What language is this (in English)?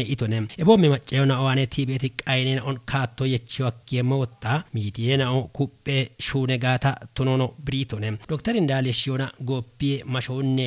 Kafa